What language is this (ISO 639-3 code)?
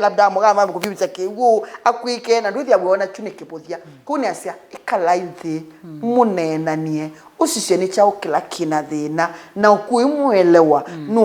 kam